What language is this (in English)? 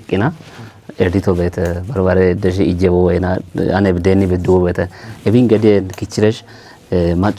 Kafa